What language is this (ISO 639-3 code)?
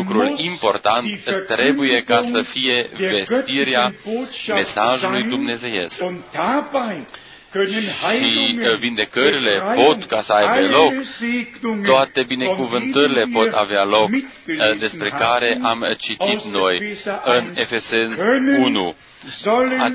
ron